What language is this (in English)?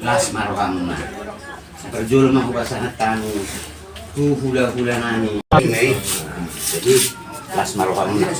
Batak Toba